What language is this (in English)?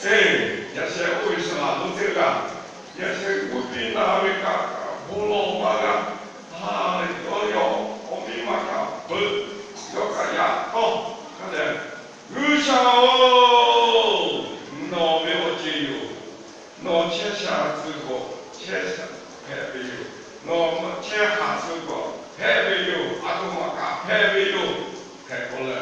Lahu